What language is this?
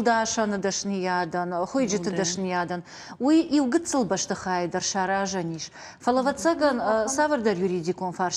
Ossetic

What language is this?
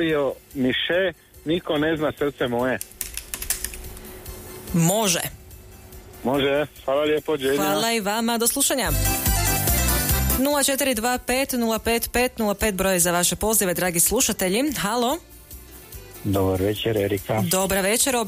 Croatian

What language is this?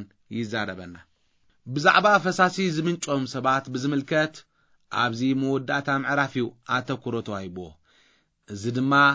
Tigrinya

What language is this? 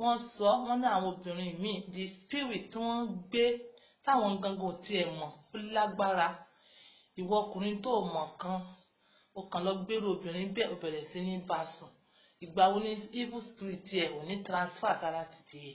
Yoruba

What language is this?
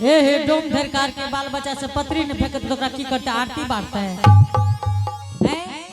Angika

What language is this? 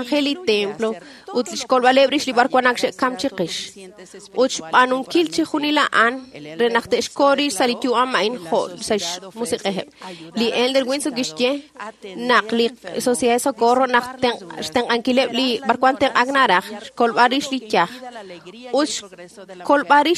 Kekchí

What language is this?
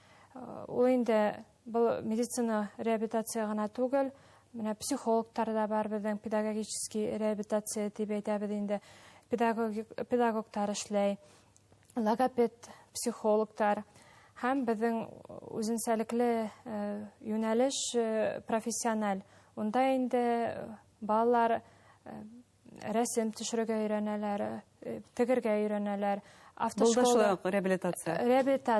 Bashkir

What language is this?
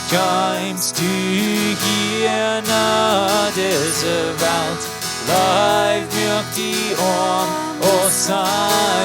Plautdietsch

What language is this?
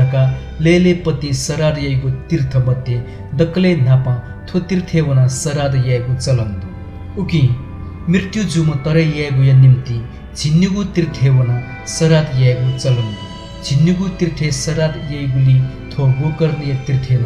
Newari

